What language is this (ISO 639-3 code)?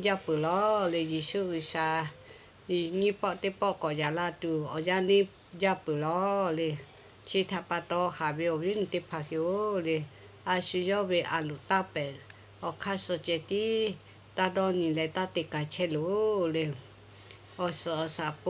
lhu